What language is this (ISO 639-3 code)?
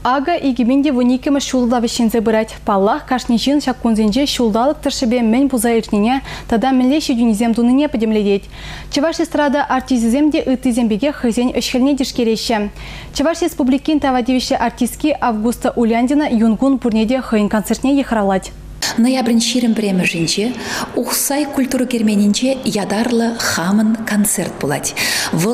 chv